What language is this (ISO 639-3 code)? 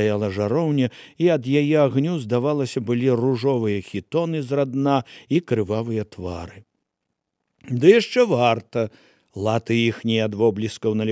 bel